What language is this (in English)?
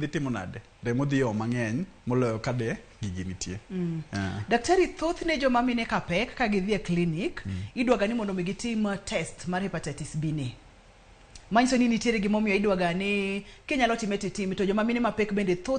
Luo (Kenya and Tanzania)